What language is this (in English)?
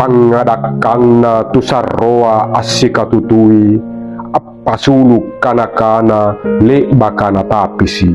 Makasar